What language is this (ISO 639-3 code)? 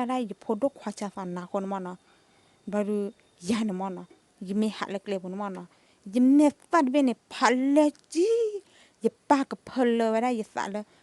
ksw